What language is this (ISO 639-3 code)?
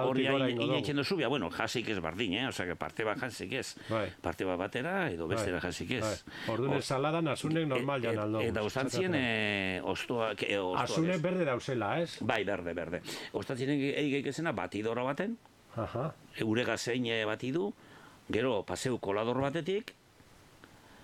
eus